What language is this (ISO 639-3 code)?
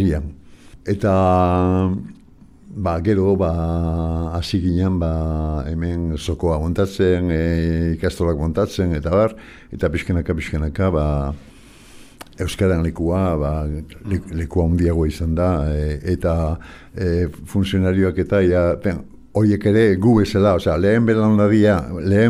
eus